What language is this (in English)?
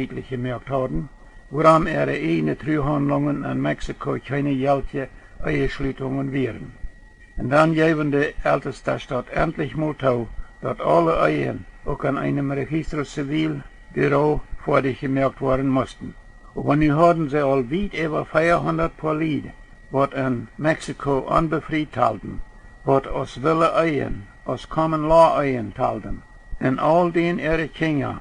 Plautdietsch